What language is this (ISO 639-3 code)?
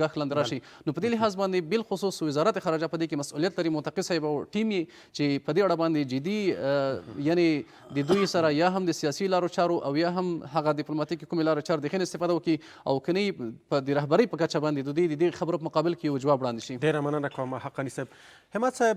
pus